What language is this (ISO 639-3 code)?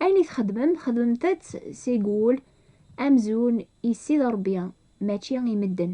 kab